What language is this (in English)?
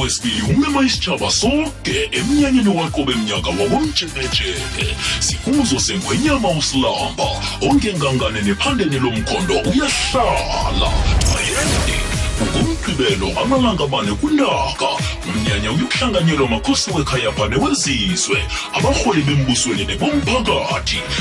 South Ndebele